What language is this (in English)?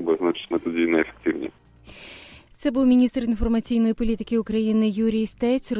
Ukrainian